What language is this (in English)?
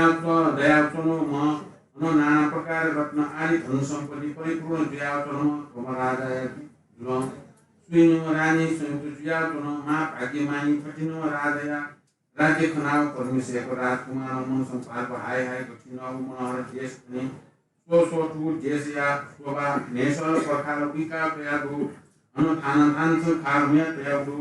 Newari